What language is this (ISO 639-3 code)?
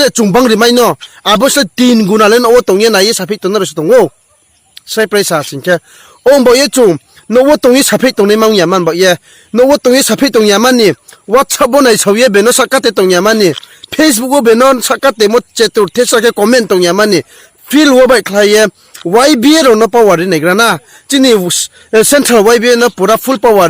ria